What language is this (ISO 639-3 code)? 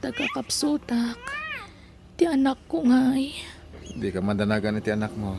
ilo